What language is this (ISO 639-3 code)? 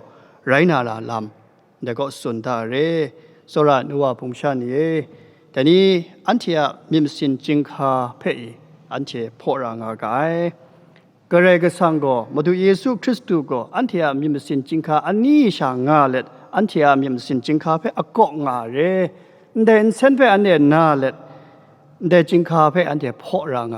kac